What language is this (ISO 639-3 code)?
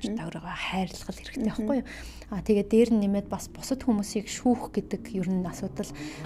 mon